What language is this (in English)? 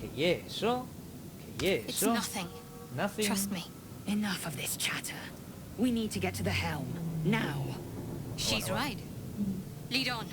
Asturian